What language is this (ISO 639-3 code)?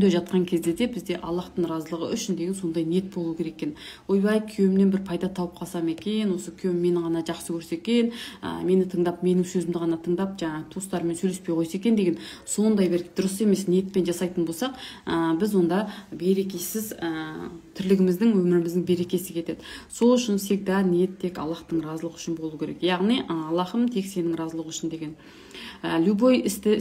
kaz